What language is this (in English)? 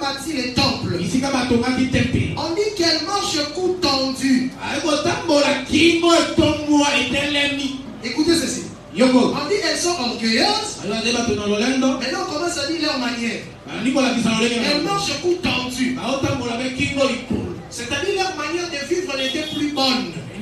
French